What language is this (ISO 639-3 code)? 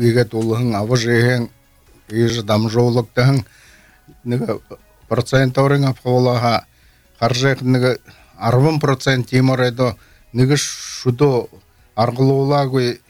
bel